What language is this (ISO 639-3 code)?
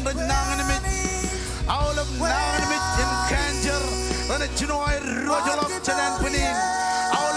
mah